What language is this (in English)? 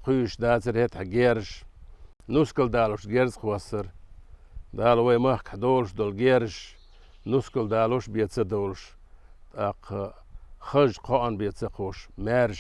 Chechen